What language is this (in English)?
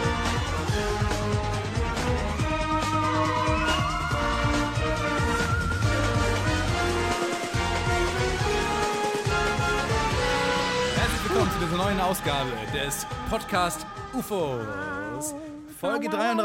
German